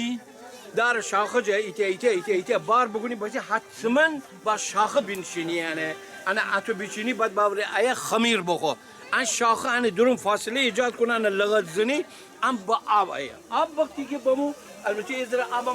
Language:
Gilaki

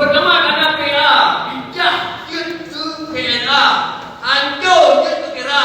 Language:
Achinese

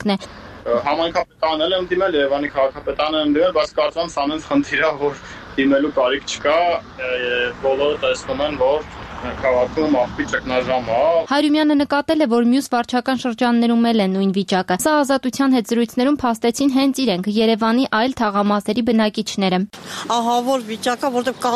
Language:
Armenian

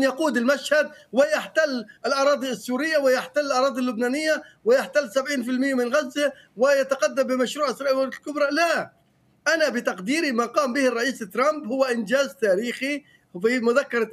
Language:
Arabic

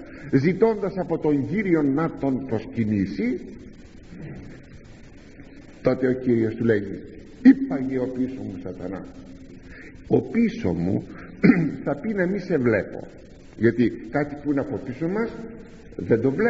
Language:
Greek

